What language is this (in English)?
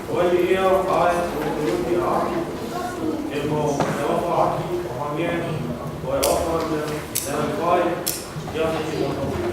Tongan